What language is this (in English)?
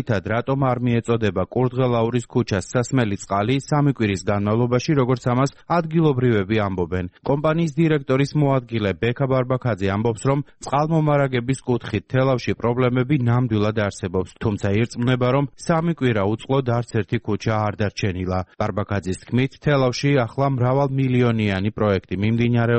Georgian